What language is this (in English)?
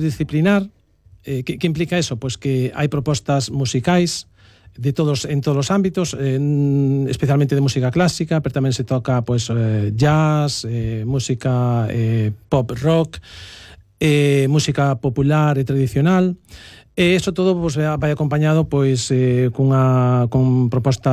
Galician